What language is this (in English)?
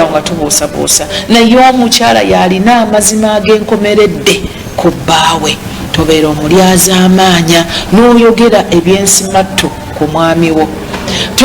Ganda